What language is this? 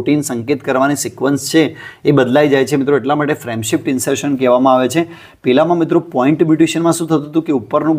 Gujarati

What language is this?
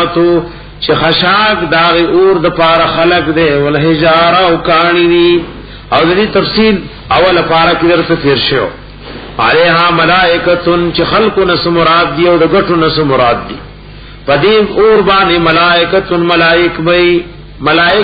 Pashto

